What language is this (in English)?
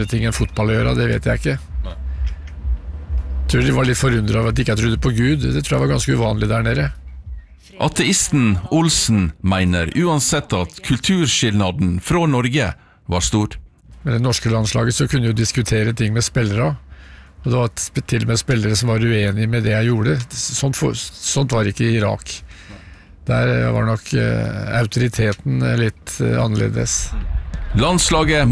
Norwegian